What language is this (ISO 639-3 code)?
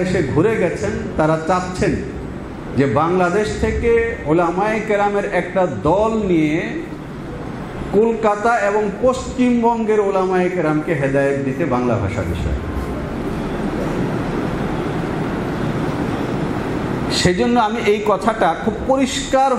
ben